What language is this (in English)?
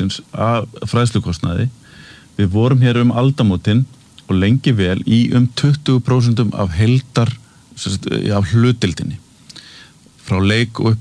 Icelandic